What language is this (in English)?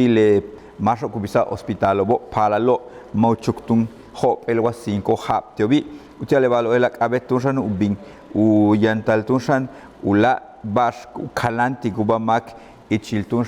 Yucateco